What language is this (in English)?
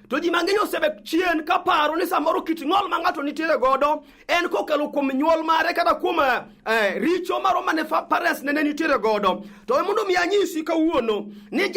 Luo (Kenya and Tanzania)